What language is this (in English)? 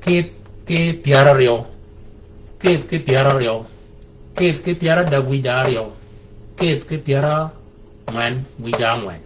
Shilluk